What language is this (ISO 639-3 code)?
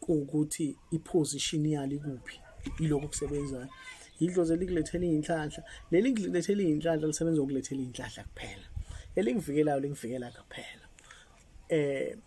zul